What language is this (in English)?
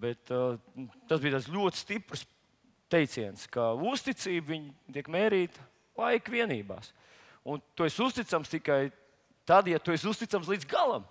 Latvian